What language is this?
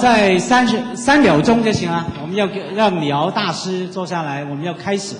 Chinese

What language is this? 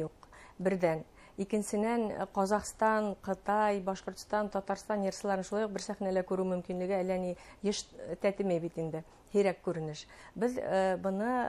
Bashkir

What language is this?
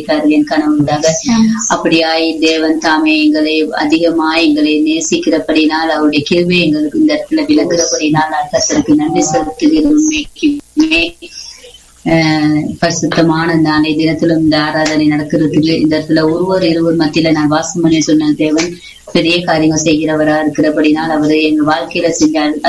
Tamil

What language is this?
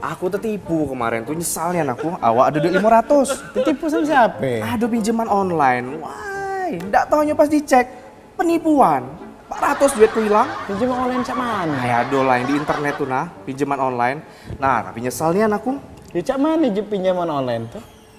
Musi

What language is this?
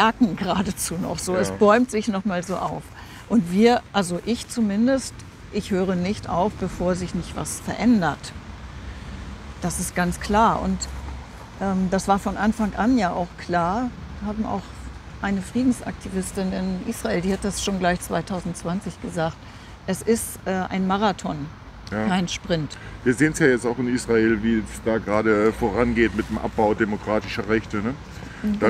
German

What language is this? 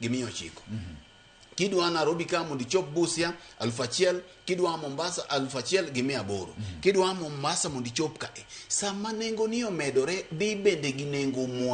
Luo (Kenya and Tanzania)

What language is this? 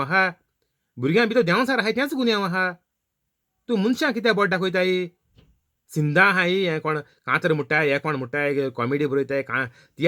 Konkani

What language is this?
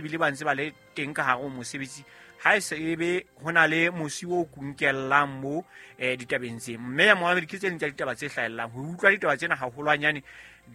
Southern Sotho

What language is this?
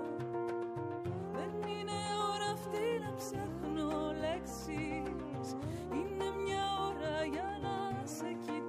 Greek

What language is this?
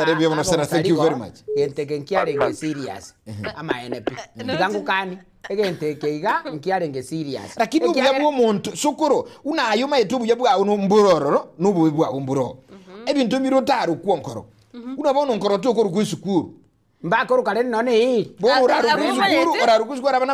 Gusii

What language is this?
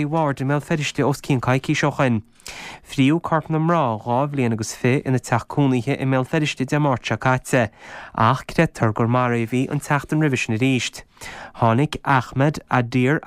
Irish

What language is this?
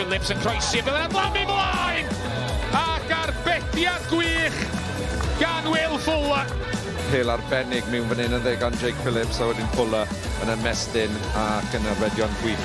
Welsh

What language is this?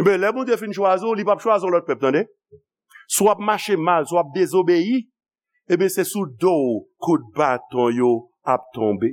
Haitian Creole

